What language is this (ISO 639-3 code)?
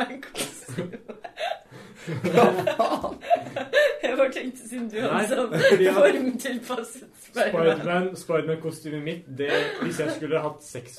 nor